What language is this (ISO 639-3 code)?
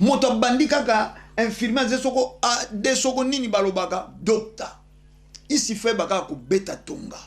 lin